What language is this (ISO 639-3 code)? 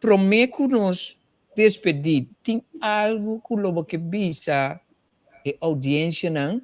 pap